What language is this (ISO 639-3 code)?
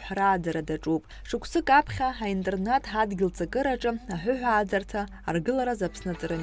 abk